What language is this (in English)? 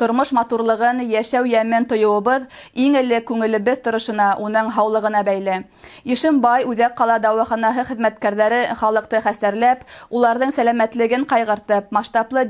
Bashkir